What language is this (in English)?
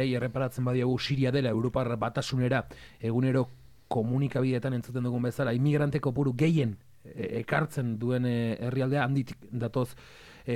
Basque